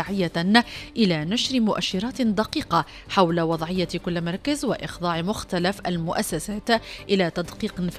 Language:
Arabic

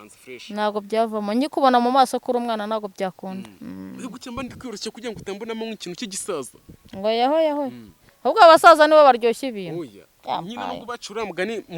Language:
Kinyarwanda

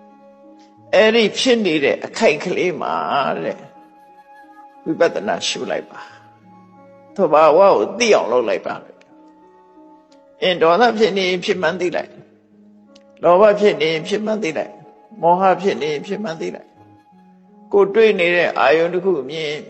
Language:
Burmese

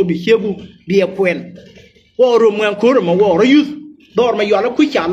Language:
Nuer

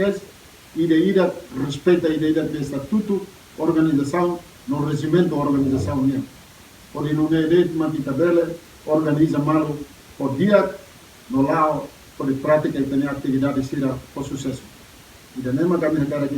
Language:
Tetum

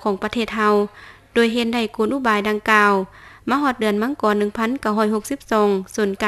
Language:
Lao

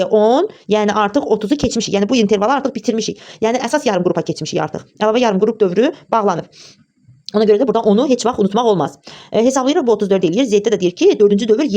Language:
Azerbaijani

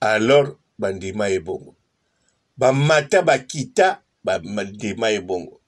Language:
Lingala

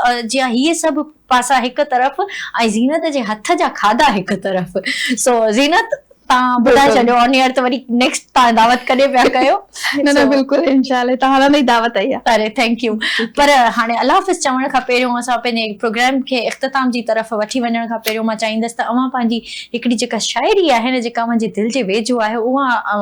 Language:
Sindhi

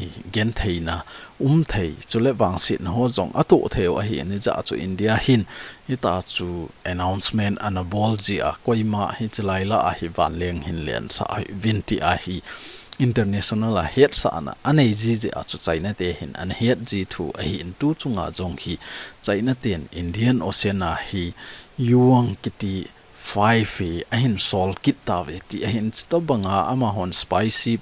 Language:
Thado Chin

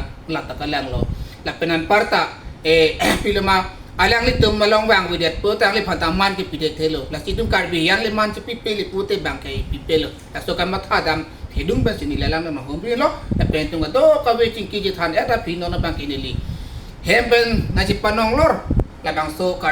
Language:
Karbi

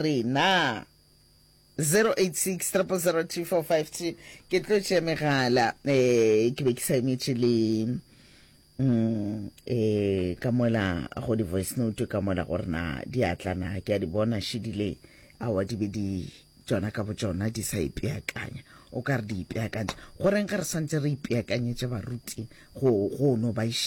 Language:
Northern Sotho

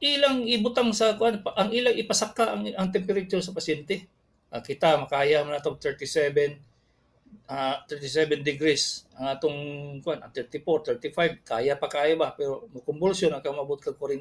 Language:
Cebuano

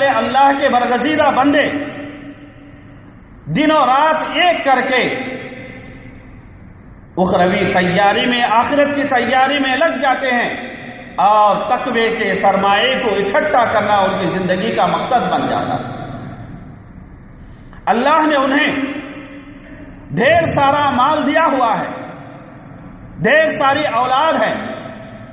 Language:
Urdu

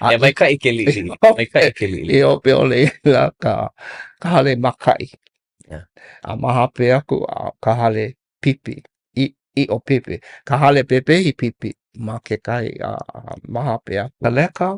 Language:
Hawaiian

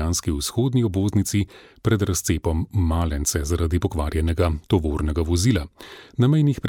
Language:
Slovenian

